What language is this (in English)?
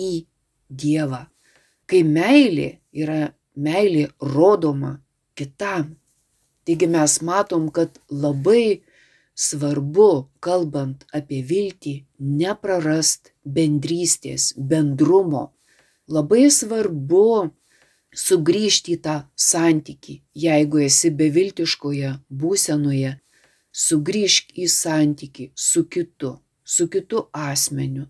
Lithuanian